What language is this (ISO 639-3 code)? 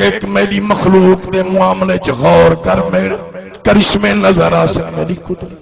skr